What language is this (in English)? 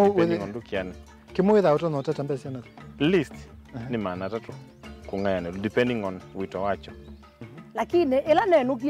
Kamba